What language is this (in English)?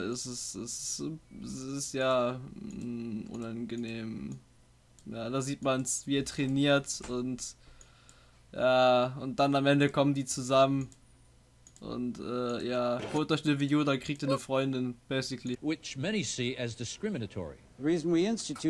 German